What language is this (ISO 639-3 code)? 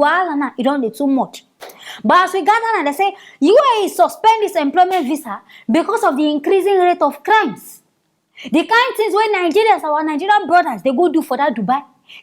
pcm